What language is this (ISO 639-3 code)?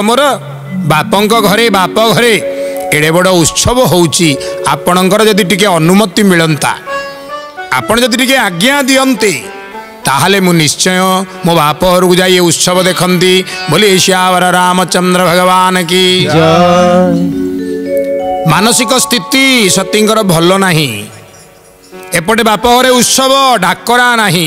ori